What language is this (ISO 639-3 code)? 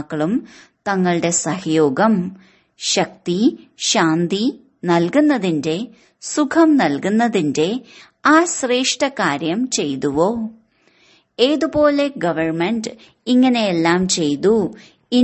mal